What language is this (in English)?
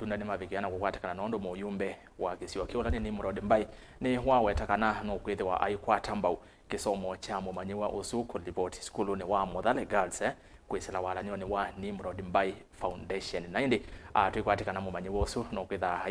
Kamba